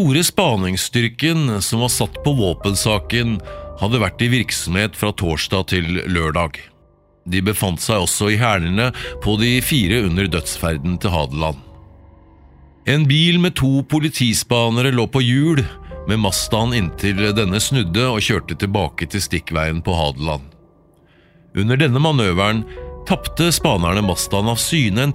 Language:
Norwegian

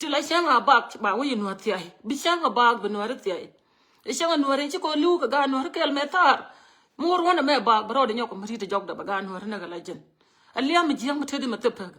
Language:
Nuer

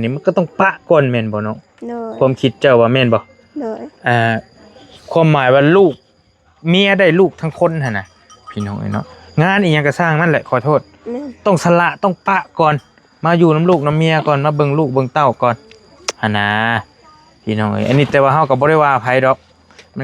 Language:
Northeastern Thai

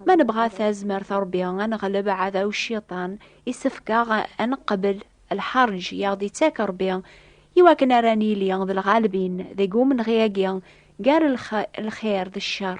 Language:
Kabyle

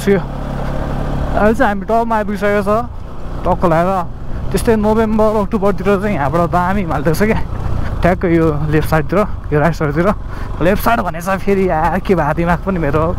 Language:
Nepali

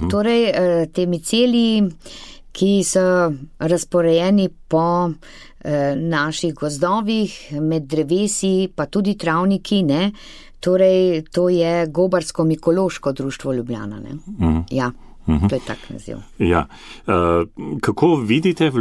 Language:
Slovenian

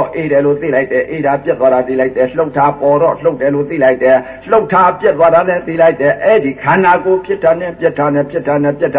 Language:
Burmese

